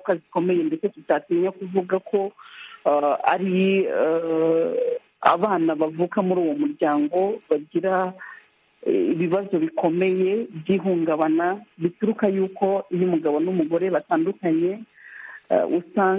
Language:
Kinyarwanda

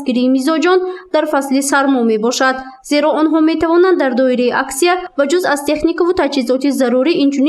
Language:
Tajik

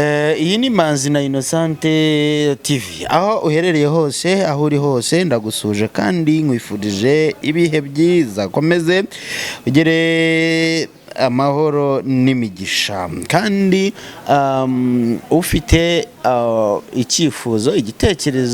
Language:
Kinyarwanda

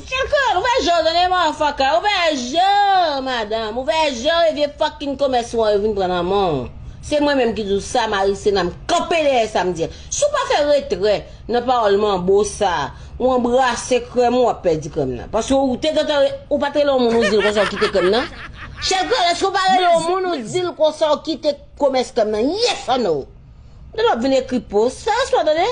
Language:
Haitian Creole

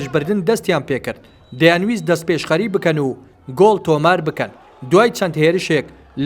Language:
Central Kurdish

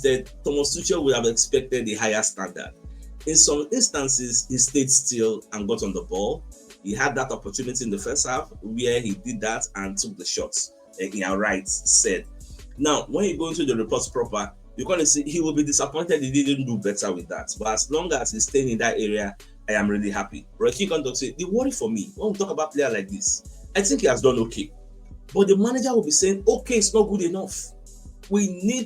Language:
Nigerian Pidgin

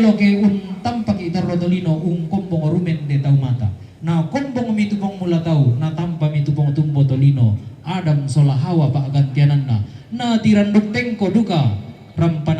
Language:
Toraja-Sa'dan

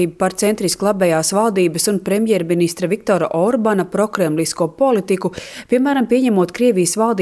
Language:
Latvian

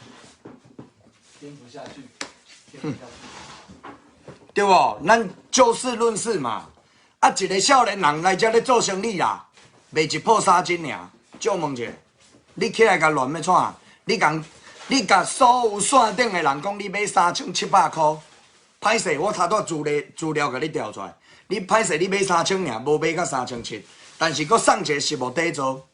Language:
Min Nan Chinese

